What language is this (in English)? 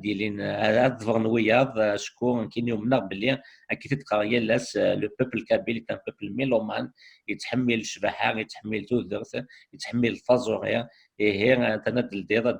Kabyle